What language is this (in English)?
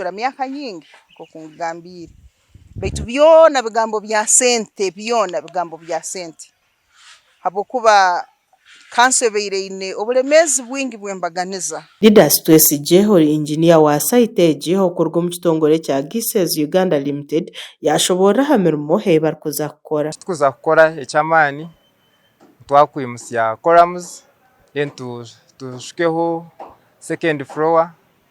Nyankole